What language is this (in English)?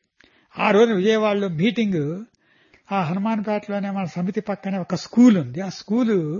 Telugu